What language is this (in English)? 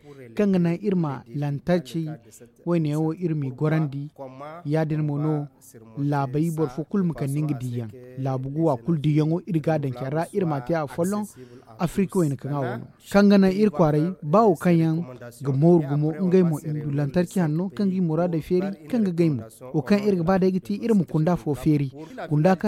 Zarma